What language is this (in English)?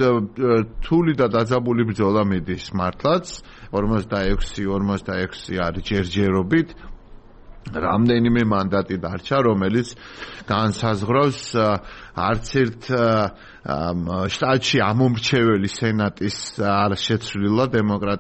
Georgian